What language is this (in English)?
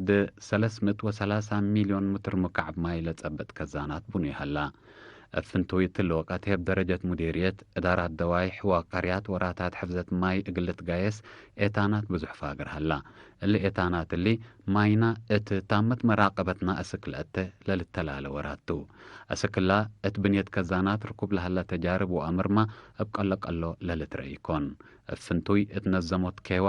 Tigre